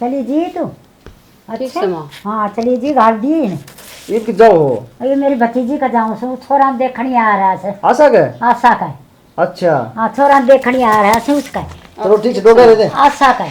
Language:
Haryanvi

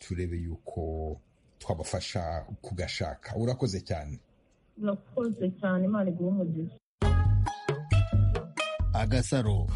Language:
Kinyarwanda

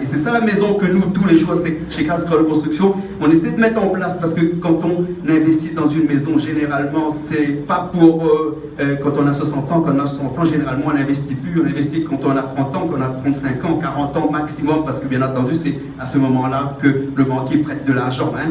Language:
Réunion Creole French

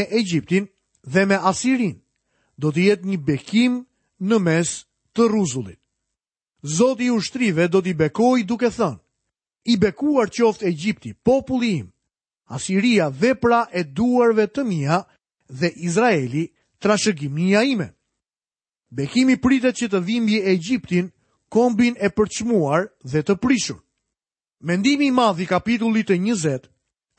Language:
Albanian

